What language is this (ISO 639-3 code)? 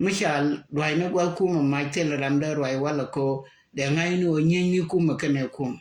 nus